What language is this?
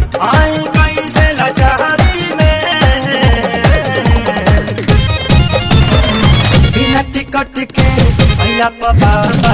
Bhojpuri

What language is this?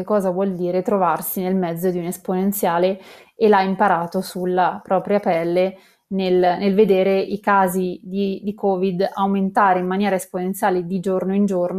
Italian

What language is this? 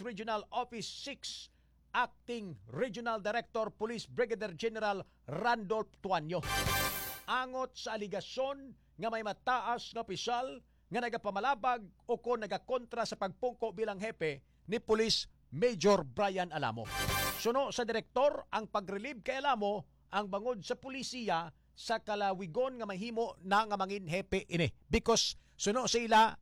Hiligaynon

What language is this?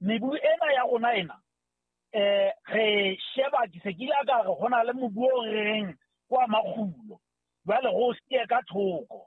Southern Sotho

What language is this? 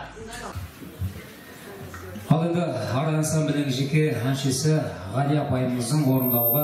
Kazakh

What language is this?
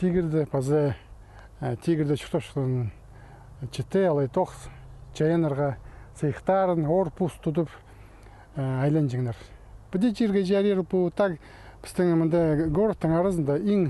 Khakas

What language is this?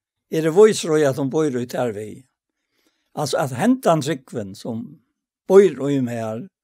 Faroese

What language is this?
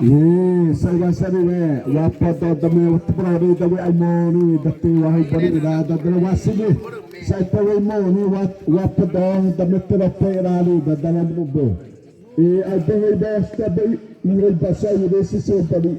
Xavánte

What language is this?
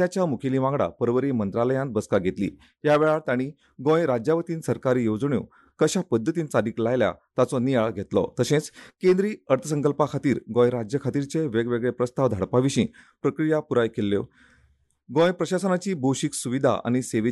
Konkani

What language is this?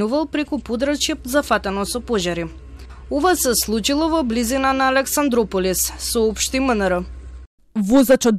Macedonian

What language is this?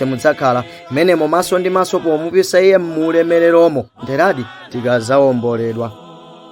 Nyanja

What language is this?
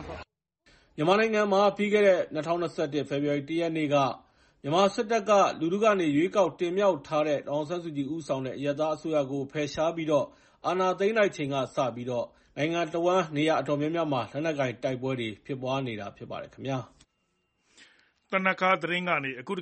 Burmese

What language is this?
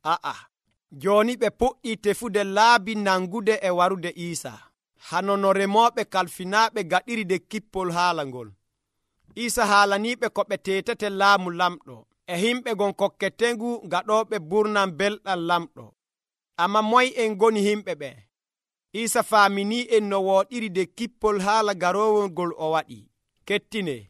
Nigerian Fulfulde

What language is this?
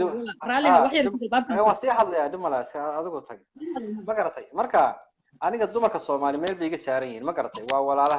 Somali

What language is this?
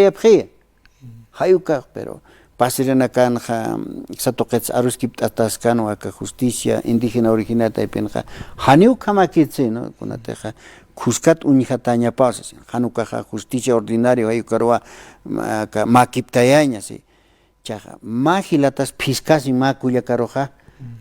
Aymara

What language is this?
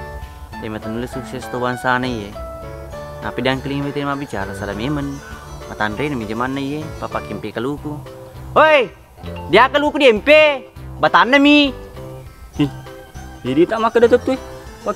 Buginese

